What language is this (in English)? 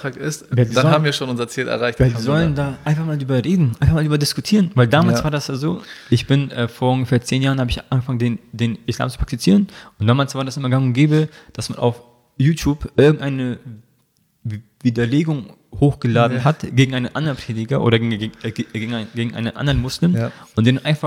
German